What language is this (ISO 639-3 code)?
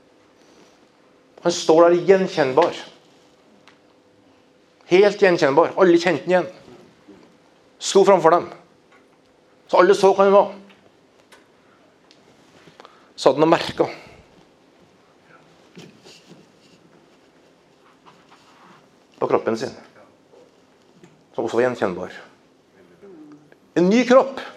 nor